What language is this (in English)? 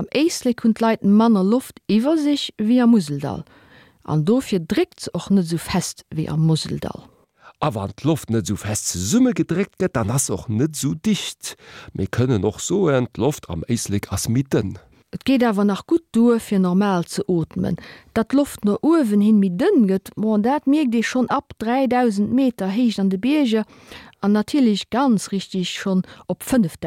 Luxembourgish